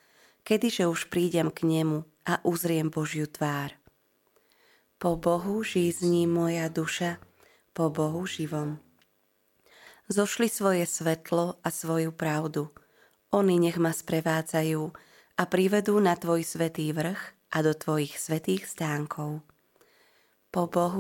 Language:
Slovak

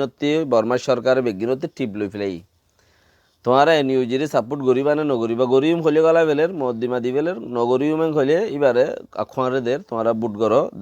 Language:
Rohingya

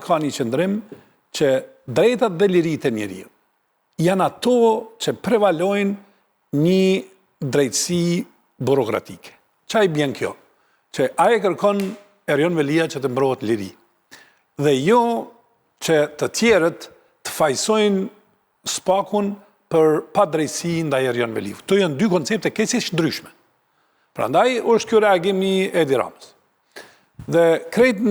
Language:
Albanian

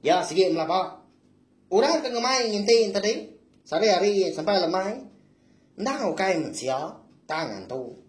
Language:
Iban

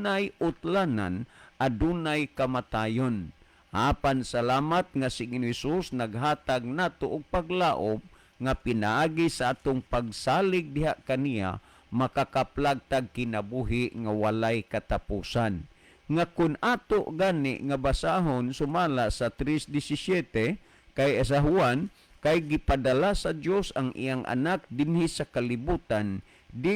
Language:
Cebuano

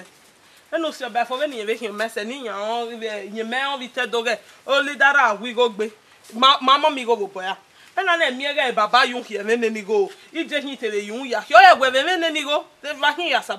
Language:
Bini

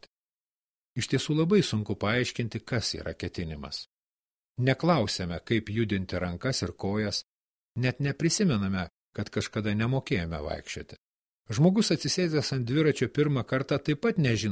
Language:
Lithuanian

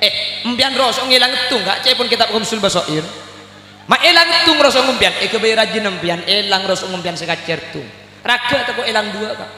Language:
Madurese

